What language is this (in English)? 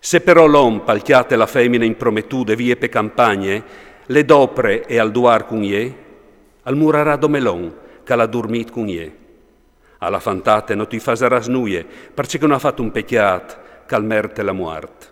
Friulian